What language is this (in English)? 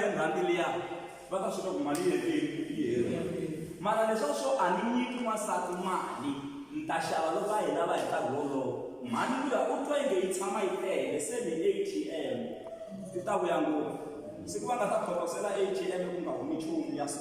Tsonga